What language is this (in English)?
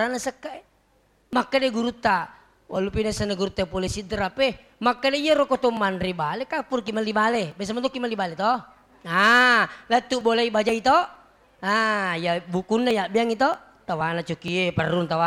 Buginese